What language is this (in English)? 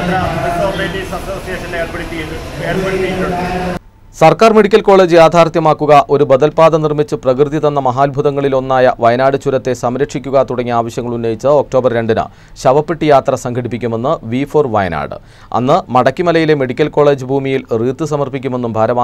Malayalam